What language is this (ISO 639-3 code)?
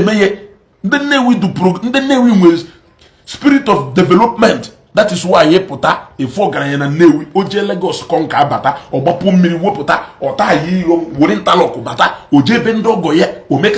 ibo